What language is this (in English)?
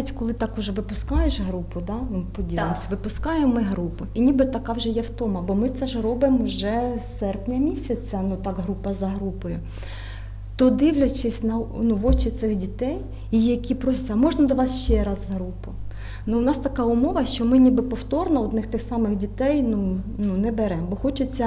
Ukrainian